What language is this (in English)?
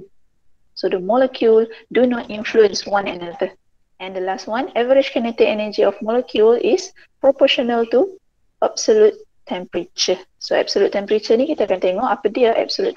Malay